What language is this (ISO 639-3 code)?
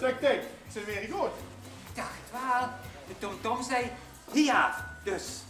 lim